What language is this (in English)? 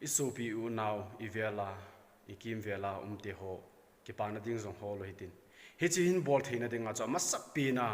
Thado Chin